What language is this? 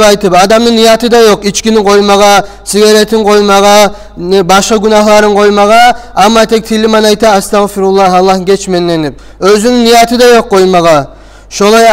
Kumyk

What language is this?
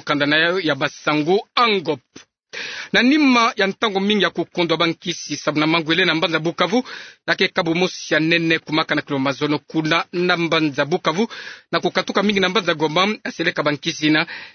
Kituba (Democratic Republic of Congo)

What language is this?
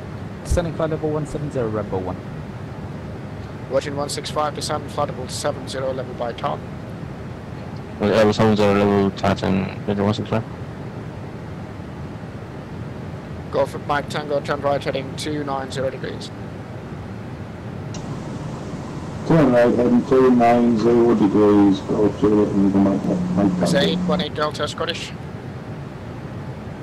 English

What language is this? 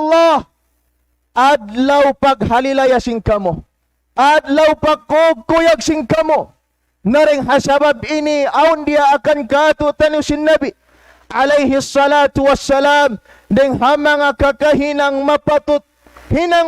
Tausug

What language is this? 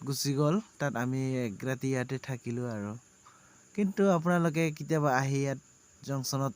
Assamese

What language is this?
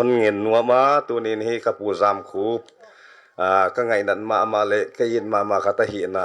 Paite Chin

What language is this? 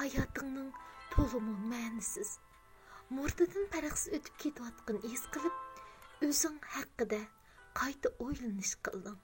Uyghur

